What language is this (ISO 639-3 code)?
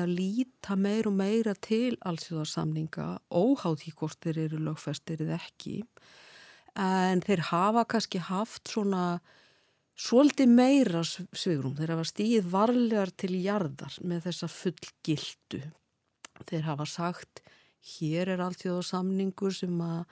isl